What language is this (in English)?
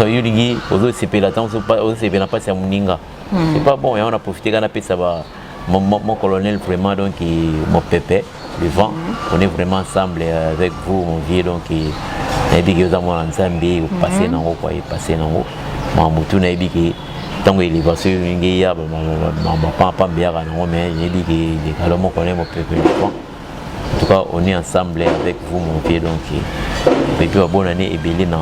Lingala